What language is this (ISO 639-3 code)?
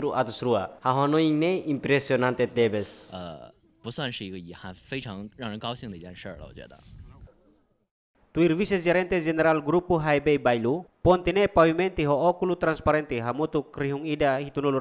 tet